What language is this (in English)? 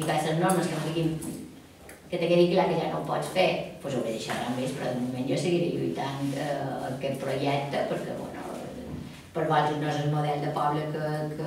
Catalan